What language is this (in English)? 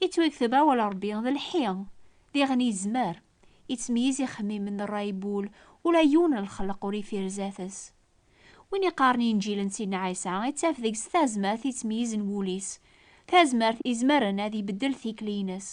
Kabyle